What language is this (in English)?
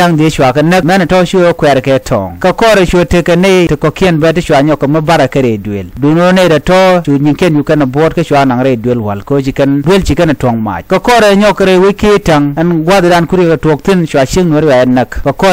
Nuer